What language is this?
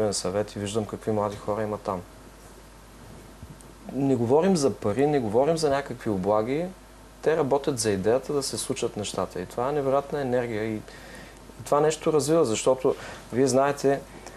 Bulgarian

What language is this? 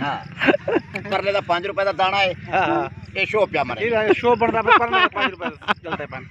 Eastern Balochi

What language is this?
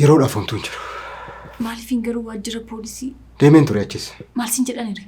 Oromo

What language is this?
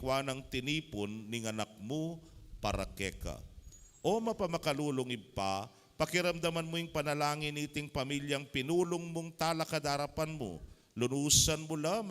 Pampanga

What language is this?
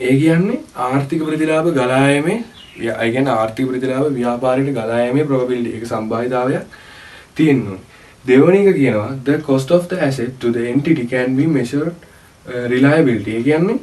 Sinhala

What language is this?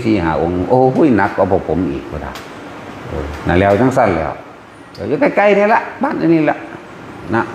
Northeastern Thai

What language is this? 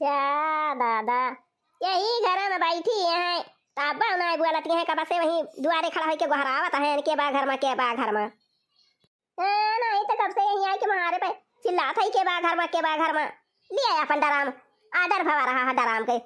Awadhi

